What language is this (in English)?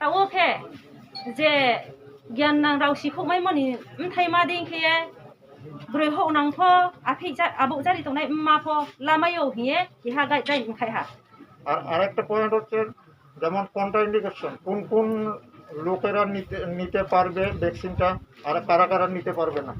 Riang (India)